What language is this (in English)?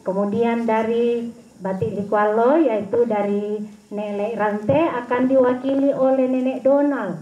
Toraja-Sa'dan